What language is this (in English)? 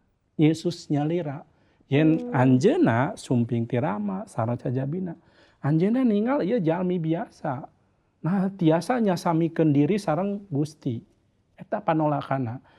Sundanese